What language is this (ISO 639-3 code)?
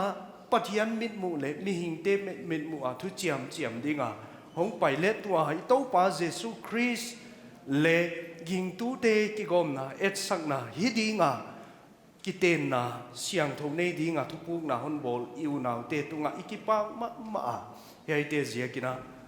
pck